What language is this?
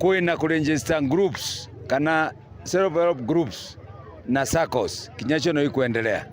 Meru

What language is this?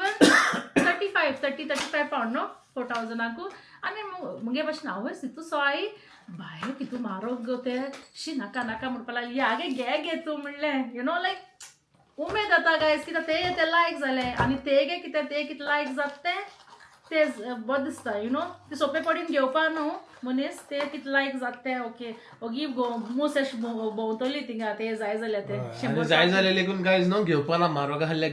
Konkani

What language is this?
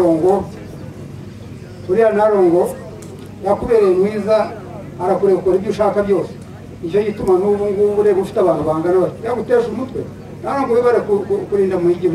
Kinyarwanda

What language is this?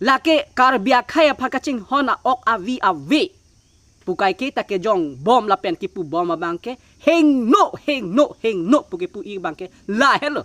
Karbi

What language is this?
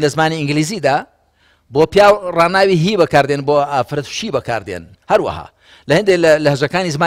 Central Kurdish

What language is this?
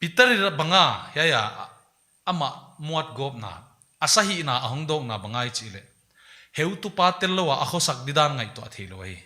Paite Chin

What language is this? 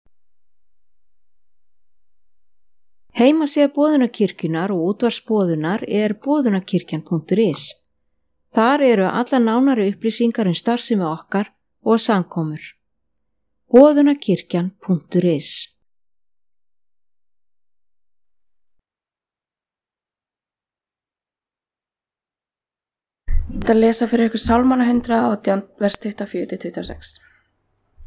Icelandic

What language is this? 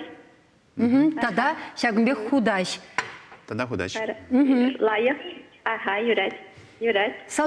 Chuvash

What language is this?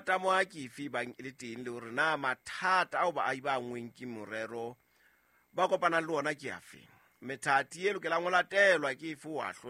Southern Sotho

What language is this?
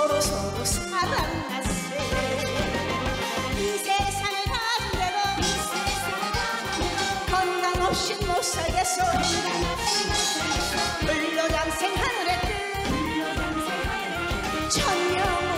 Korean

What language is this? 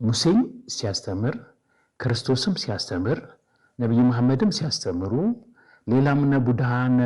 Amharic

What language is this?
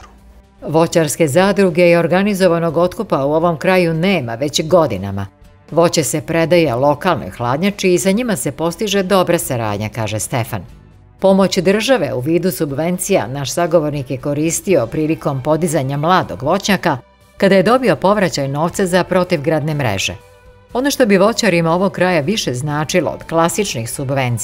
Serbian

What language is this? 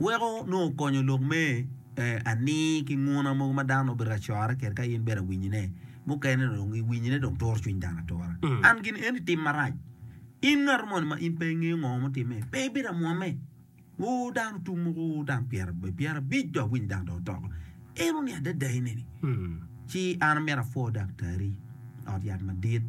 Acoli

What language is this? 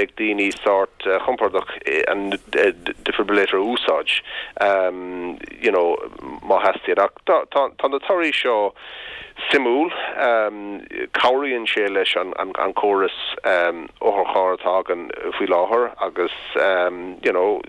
Irish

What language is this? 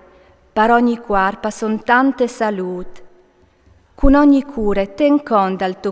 Friulian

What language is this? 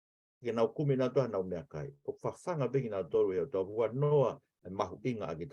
Tongan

